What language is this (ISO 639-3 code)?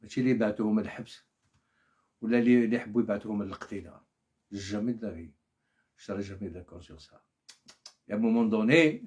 arq